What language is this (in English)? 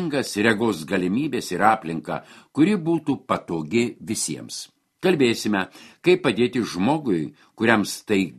Lithuanian